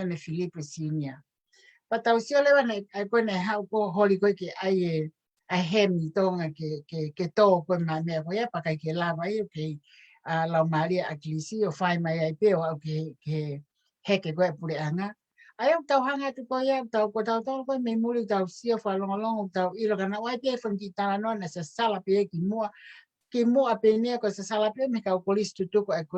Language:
Tongan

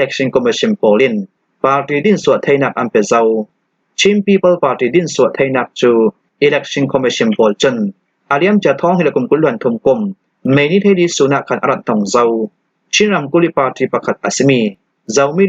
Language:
Hakha Chin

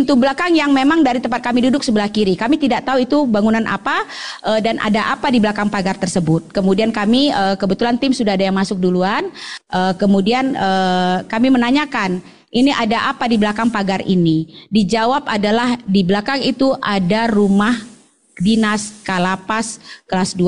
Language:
Indonesian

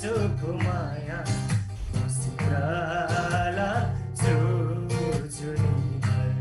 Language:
Eastern Tamang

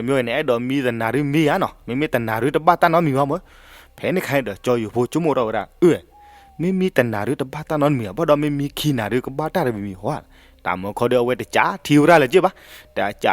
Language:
S'gaw Karen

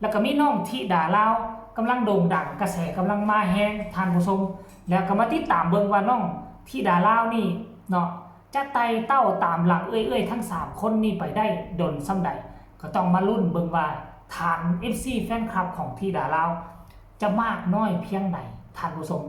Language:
Northeastern Thai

